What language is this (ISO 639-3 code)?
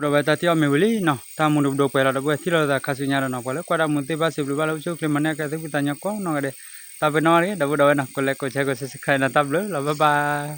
ksw